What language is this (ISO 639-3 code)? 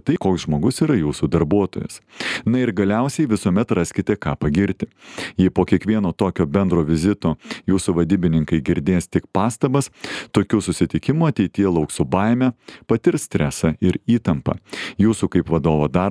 lit